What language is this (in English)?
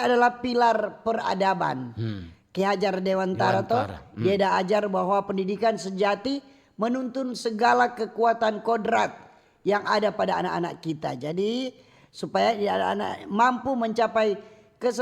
Manado Malay